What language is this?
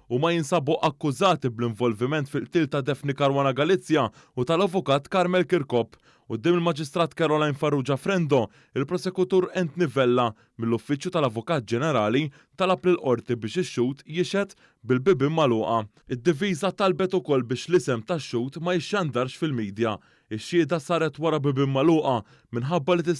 Maltese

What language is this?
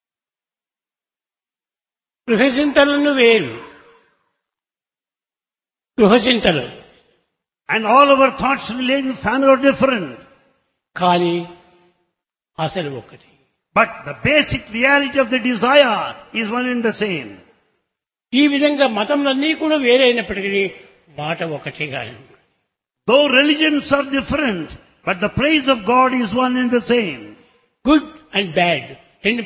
Telugu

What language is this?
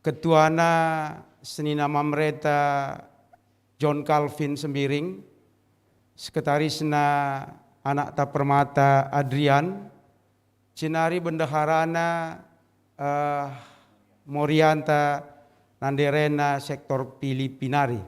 Batak Karo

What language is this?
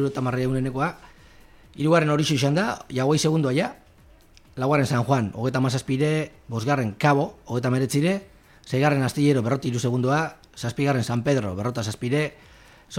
Basque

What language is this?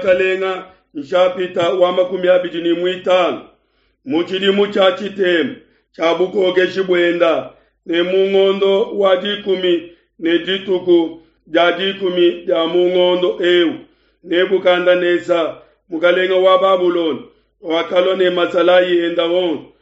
Luba-Lulua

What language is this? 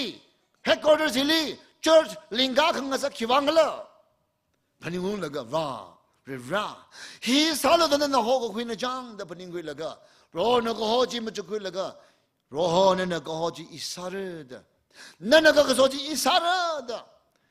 Tangkhul Naga (India)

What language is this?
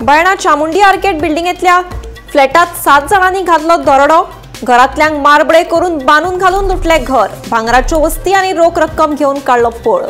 Konkani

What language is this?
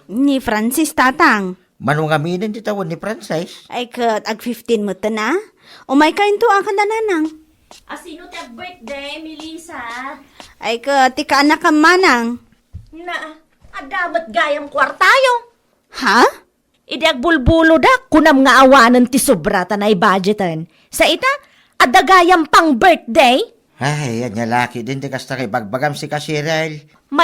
Iloko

